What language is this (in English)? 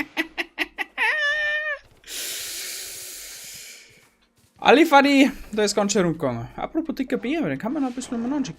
Bavarian